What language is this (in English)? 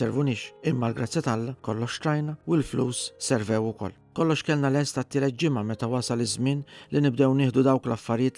Maltese